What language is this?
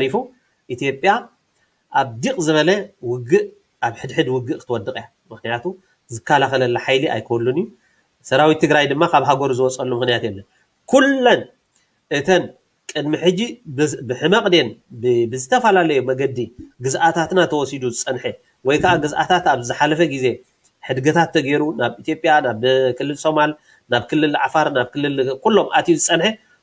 Tigrinya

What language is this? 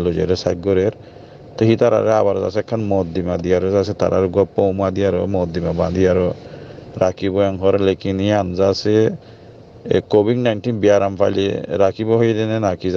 Rohingya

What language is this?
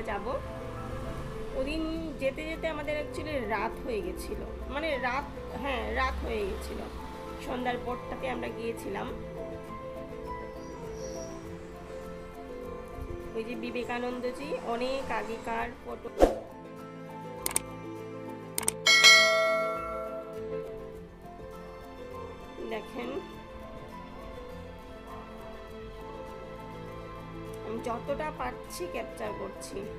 Bangla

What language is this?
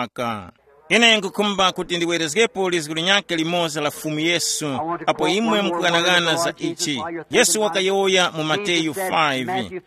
Tumbuka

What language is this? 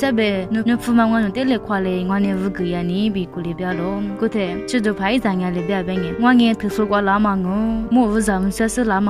Lisu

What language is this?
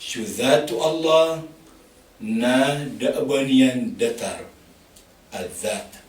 Maranao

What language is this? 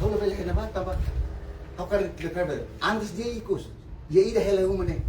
Tetum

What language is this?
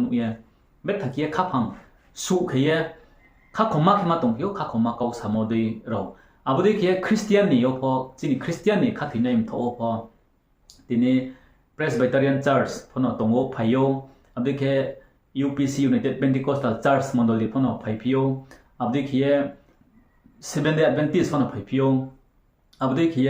Riang (India)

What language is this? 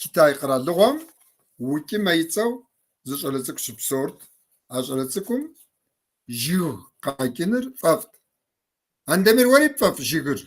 Kabardian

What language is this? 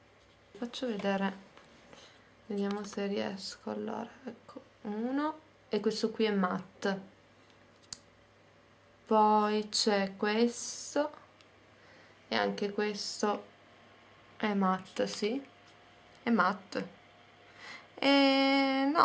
Italian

